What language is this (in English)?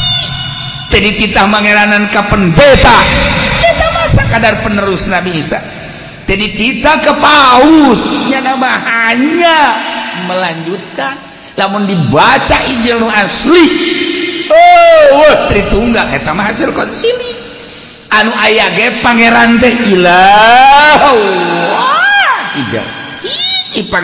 Sundanese